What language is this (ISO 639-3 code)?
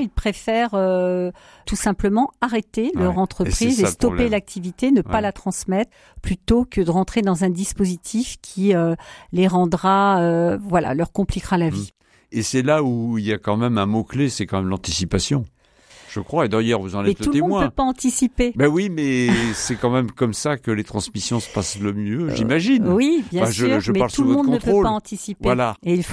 fra